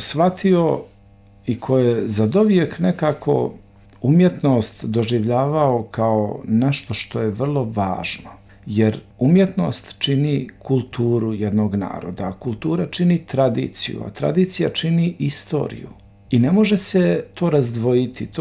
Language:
Bosnian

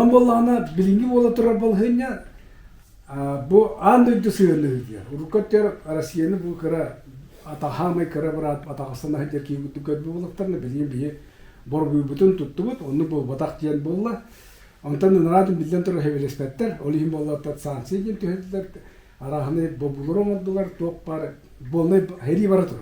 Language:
Yakut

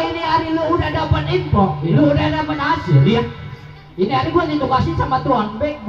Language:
Betawi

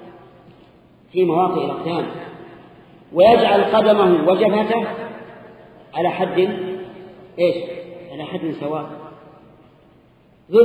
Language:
Arabic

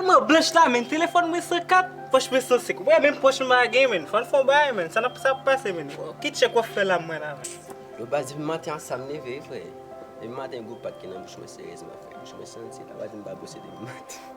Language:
Haitian Creole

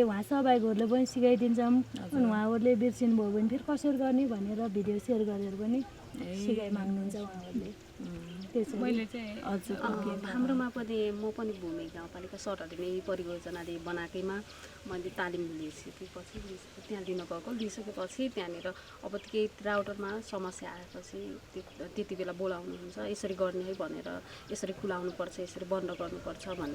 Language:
Nepali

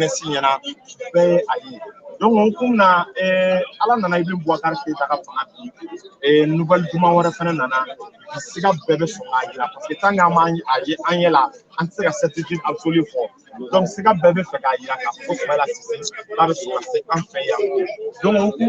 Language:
Bambara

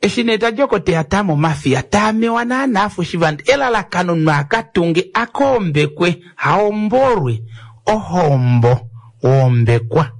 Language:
Kuanyama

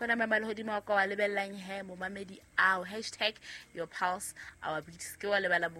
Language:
Southern Sotho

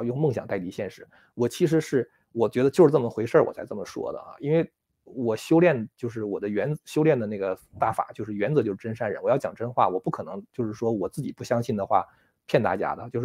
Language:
Chinese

